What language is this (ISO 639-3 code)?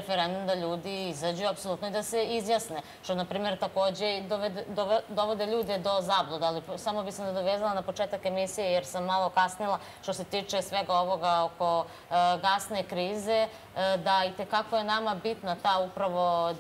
srp